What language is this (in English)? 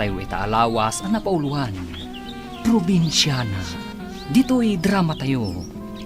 Iloko